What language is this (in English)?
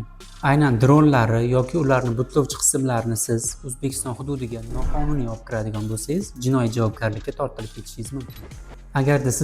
Uzbek